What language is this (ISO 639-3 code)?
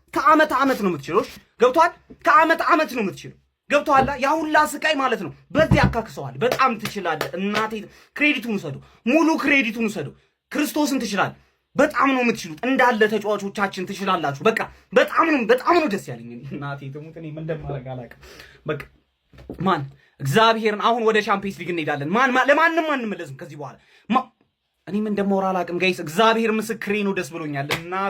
amh